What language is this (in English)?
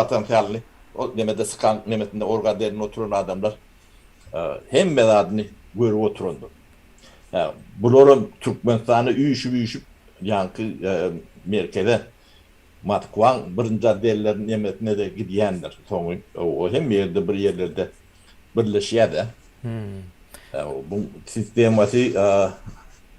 Turkmen